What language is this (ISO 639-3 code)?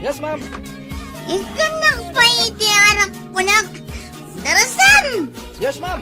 ilo